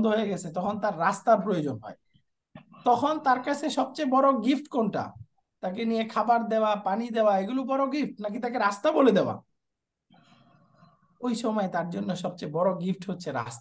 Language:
Bangla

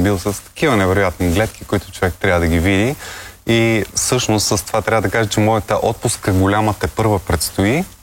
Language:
Bulgarian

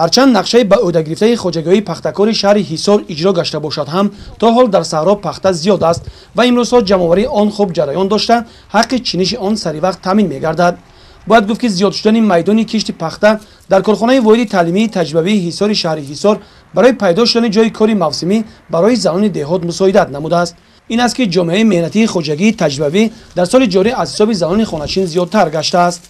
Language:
Tajik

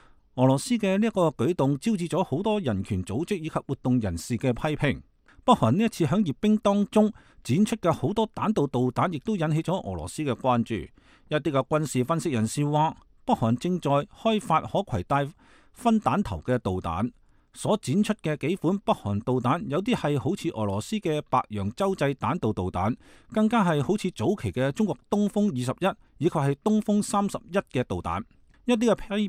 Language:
Cantonese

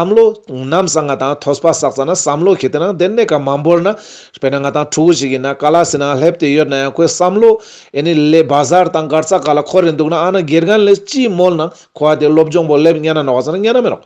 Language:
Ladakhi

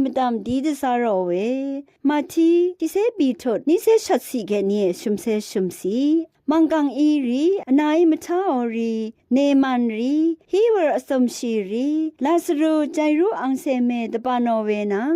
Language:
Rawang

